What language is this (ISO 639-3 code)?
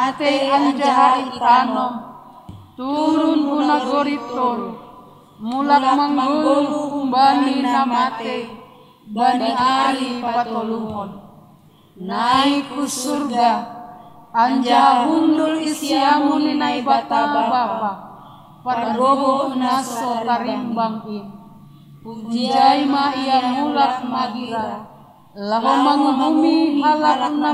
bts